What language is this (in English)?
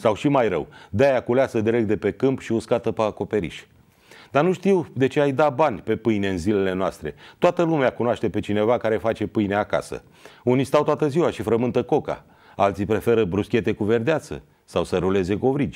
Romanian